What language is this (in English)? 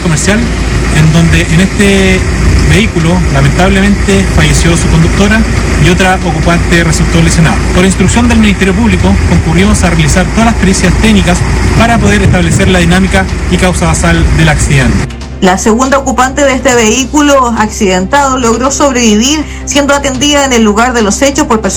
Spanish